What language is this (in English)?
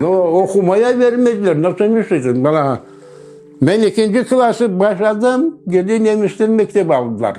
Crimean Tatar